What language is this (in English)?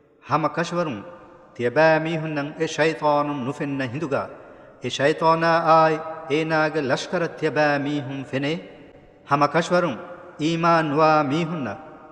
Divehi